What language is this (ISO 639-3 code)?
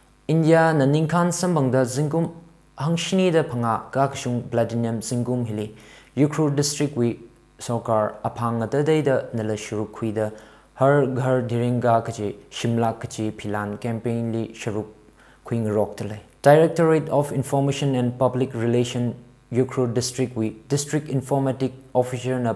nmf